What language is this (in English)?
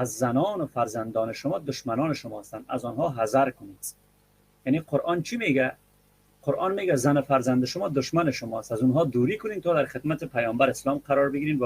Persian